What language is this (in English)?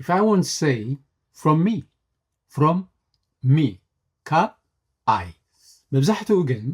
Tigrinya